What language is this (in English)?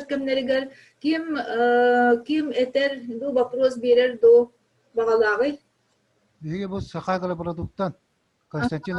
Yakut